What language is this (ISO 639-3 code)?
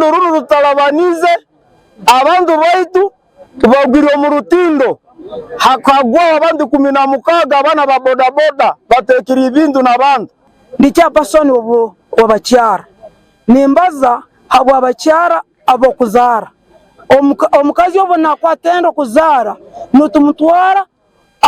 nyn